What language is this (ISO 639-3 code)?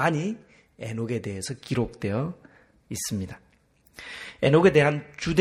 kor